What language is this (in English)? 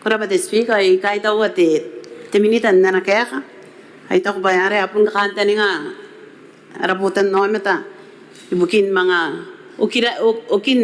Gilbertese